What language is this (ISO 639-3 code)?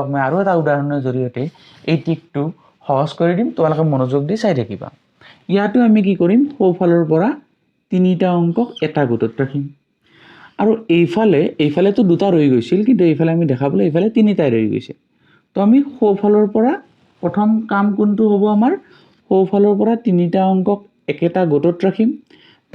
asm